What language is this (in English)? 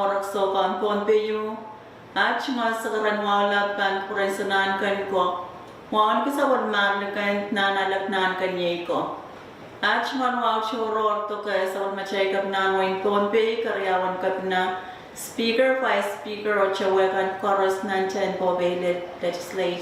Pohnpeian